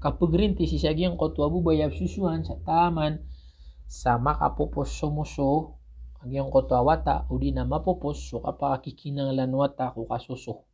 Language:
Maranao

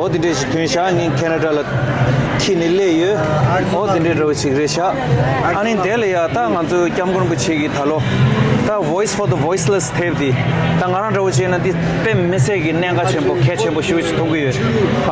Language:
Tibetan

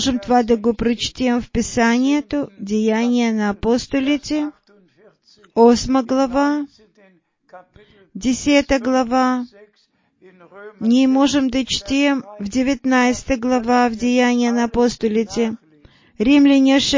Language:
Bulgarian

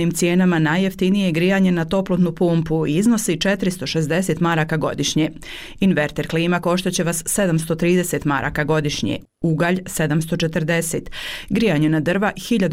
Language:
Bosnian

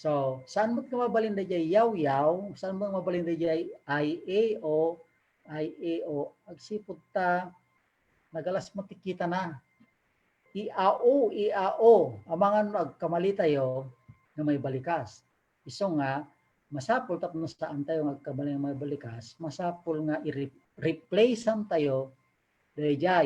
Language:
Iloko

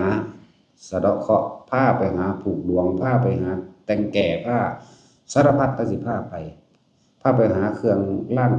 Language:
Northeastern Thai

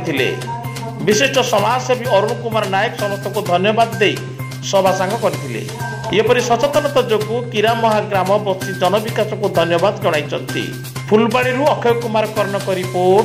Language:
Odia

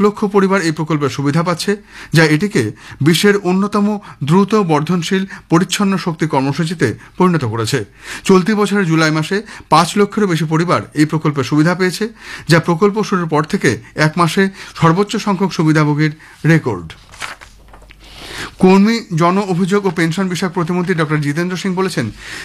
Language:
Bangla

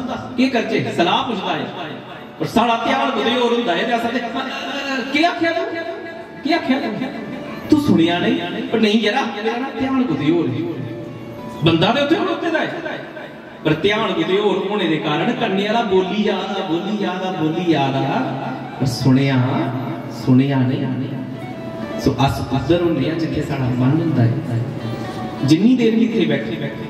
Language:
Dogri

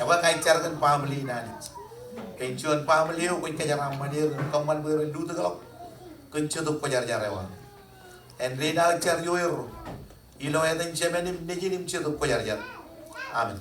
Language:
Marshallese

